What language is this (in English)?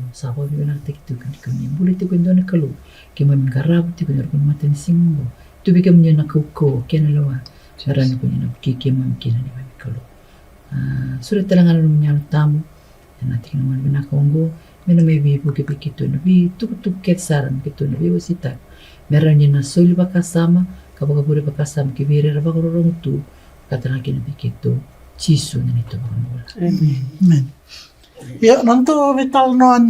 Fijian